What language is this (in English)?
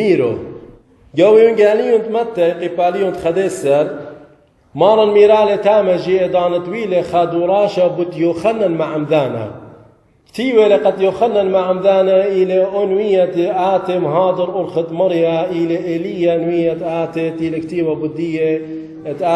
Assyrian Neo-Aramaic